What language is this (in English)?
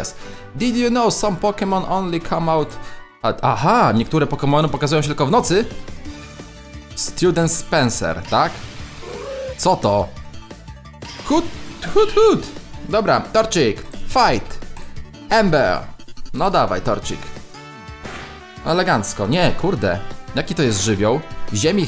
Polish